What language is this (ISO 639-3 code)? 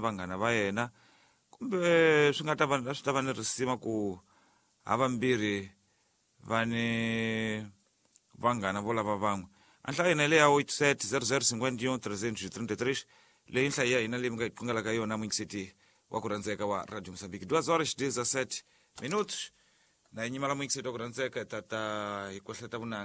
tso